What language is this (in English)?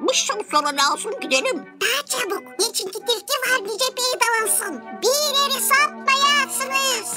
Gagauz